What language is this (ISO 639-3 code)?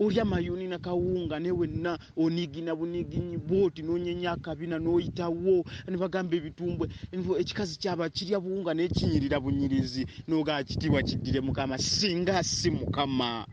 lug